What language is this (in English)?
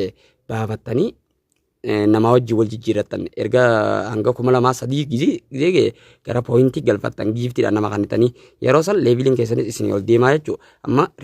Oromo